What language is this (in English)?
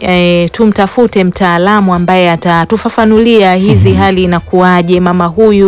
Swahili